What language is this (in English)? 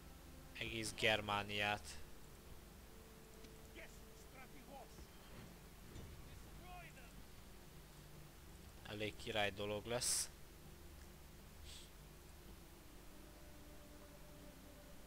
Hungarian